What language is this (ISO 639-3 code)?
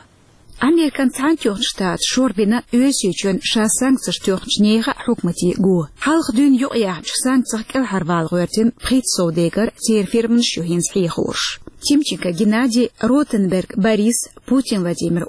che